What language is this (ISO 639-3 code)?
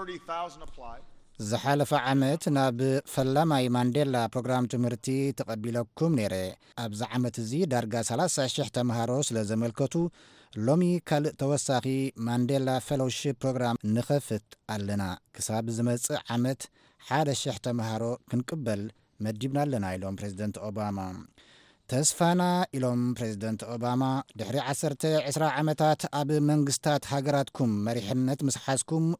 tir